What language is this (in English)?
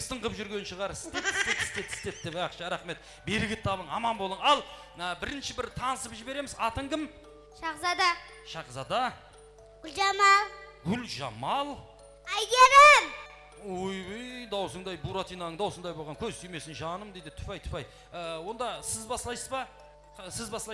Kara-Kalpak